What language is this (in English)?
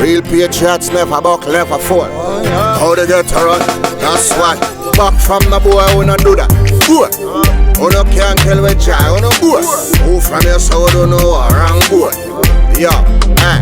Jamaican Creole English